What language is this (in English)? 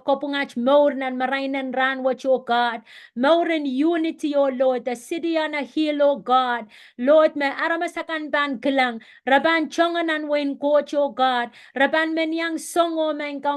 Pohnpeian